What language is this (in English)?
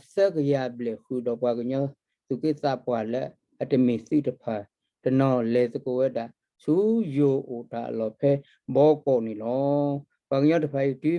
S'gaw Karen